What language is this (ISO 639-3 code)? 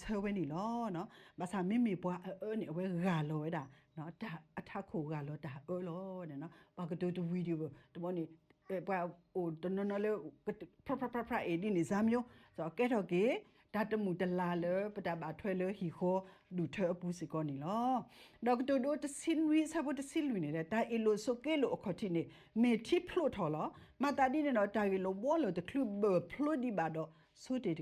ksw